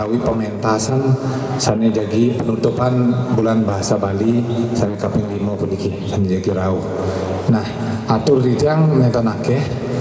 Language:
Balinese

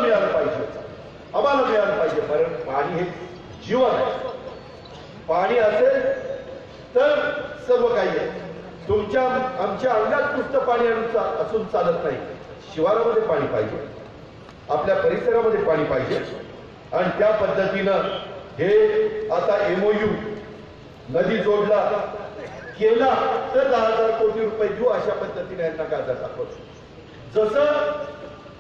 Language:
Marathi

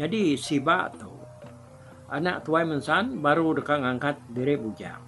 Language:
Iban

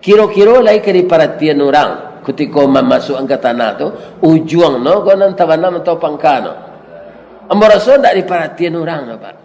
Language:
Minangkabau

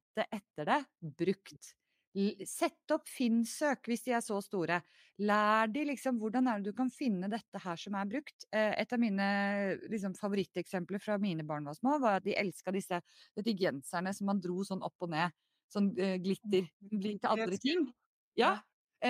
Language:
Norwegian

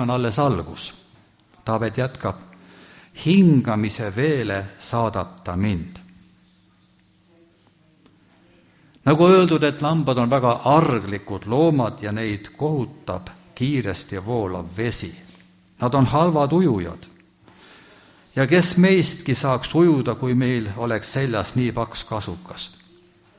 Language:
Estonian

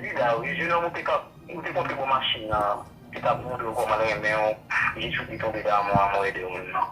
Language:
Haitian Creole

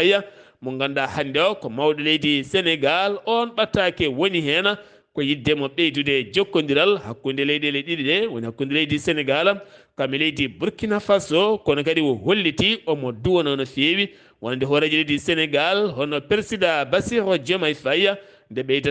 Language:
Fula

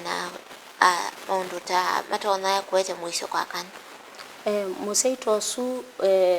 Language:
Kamba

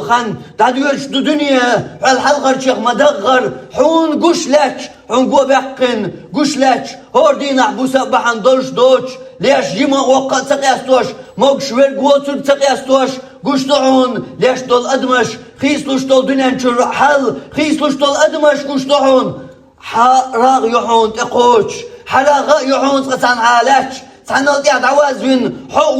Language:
Chechen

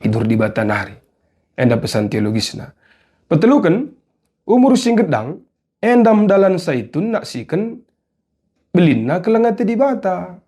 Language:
Batak Karo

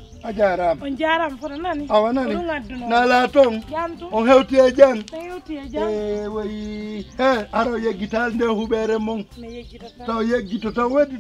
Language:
Pular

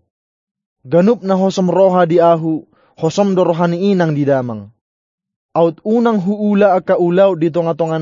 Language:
Batak Toba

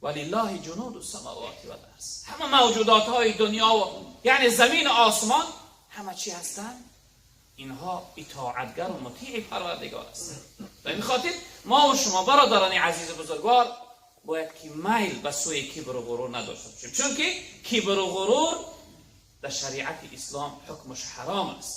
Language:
Tajik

